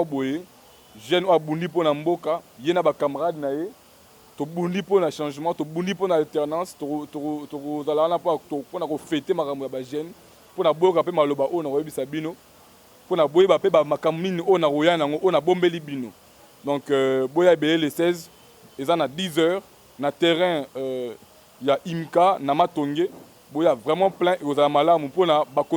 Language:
Lingala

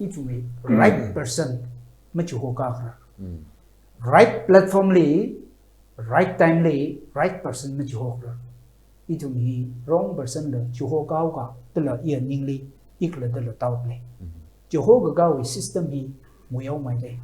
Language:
Tangkhul Naga (India)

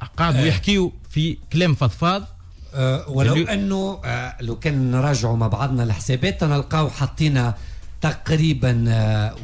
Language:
Tunisian Arabic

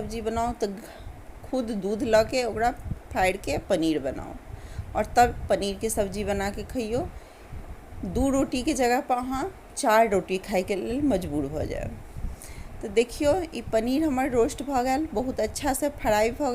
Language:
Maithili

